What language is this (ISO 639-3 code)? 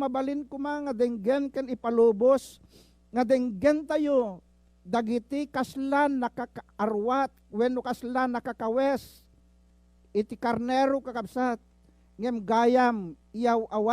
ilo